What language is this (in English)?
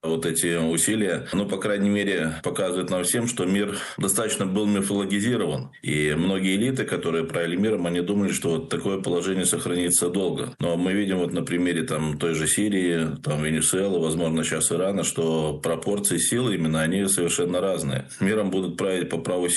Russian